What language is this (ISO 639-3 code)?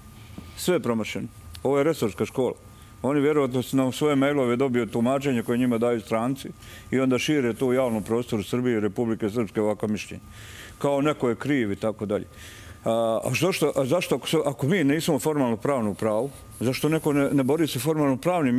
srp